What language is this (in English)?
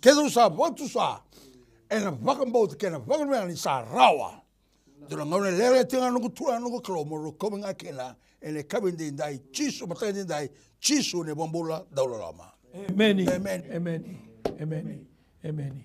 Fijian